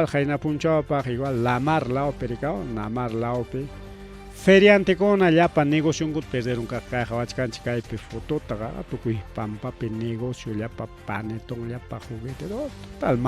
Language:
Ayacucho Quechua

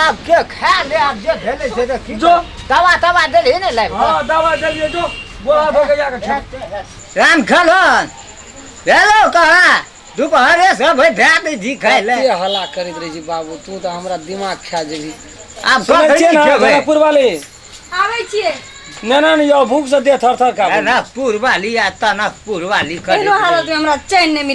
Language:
Maithili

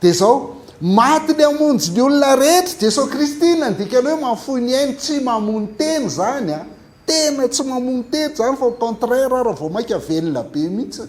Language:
Malagasy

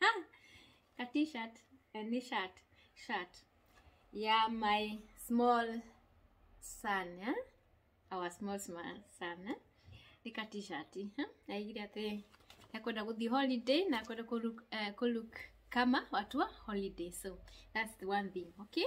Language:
Kikuyu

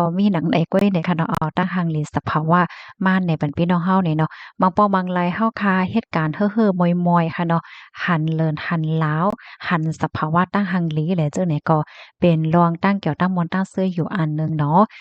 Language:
Shan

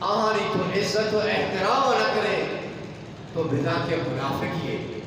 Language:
Eastern Balochi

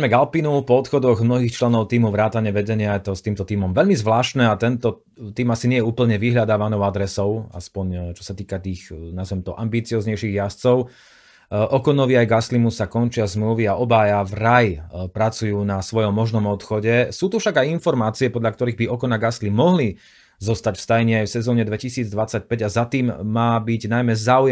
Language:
Slovak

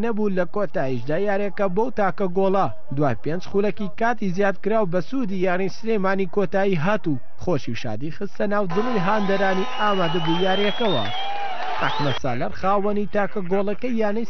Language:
Central Kurdish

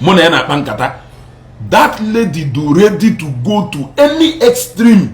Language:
Igbo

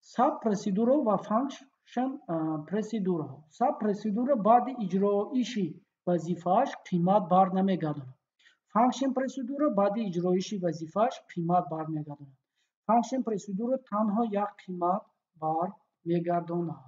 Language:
Tajik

